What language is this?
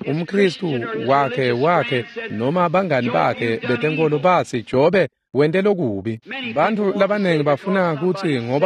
Swati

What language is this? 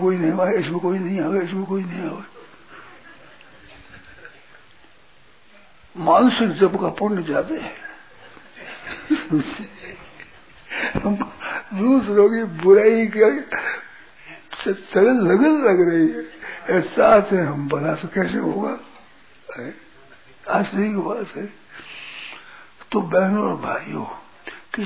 Hindi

